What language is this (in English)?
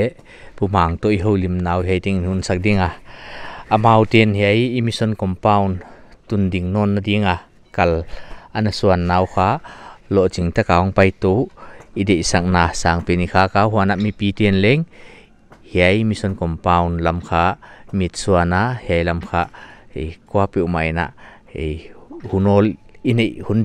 Paite Chin